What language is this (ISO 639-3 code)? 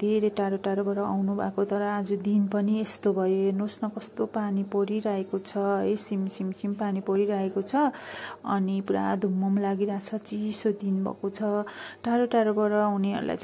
nep